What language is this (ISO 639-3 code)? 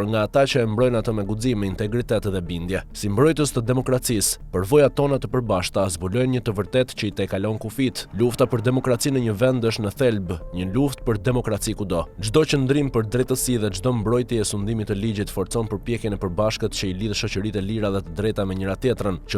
sqi